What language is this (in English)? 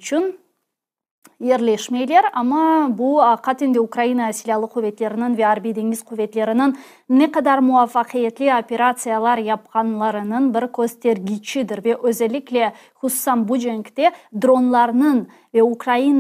Crimean Tatar